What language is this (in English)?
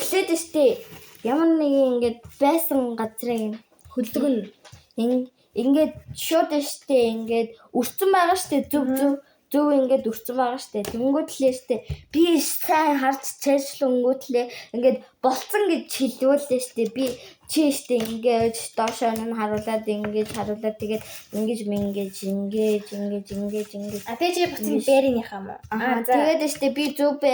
Mongolian